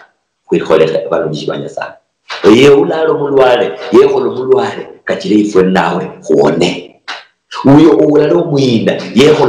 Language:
Luyia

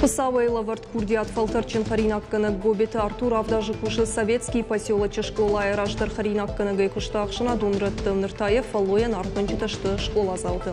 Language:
Ossetic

